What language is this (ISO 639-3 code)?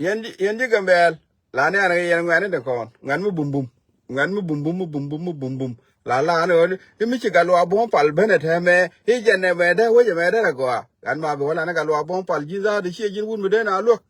nus